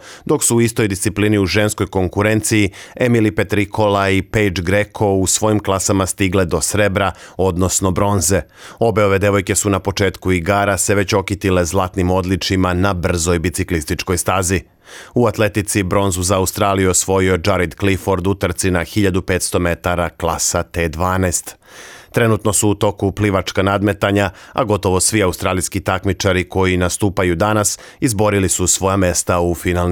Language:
Serbian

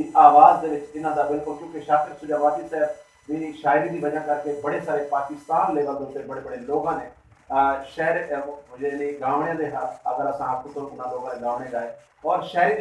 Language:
Saraiki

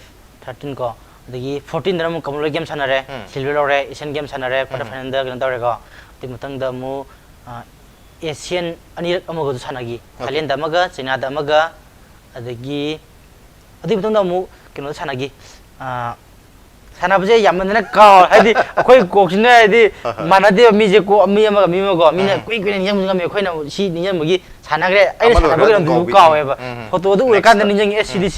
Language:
Manipuri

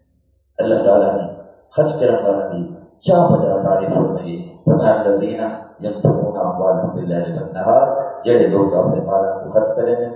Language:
Saraiki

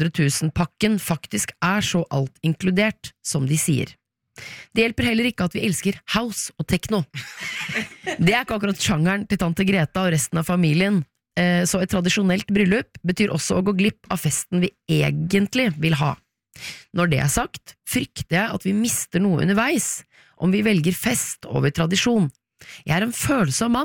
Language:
Norwegian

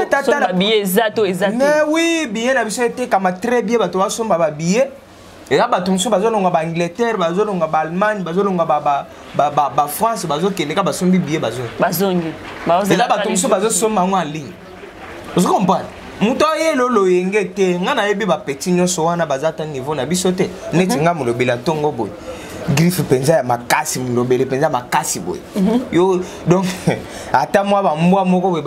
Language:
Lingala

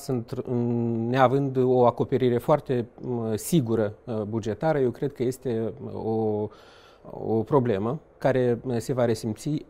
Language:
Romanian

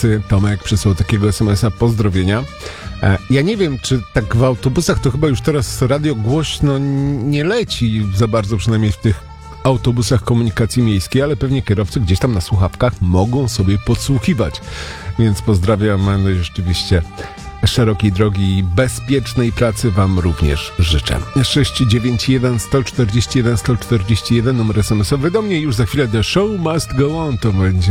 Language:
Polish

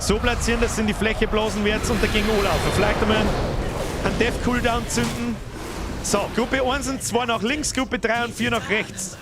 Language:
Bavarian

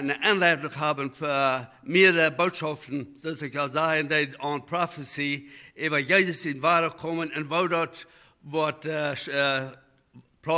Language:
Plautdietsch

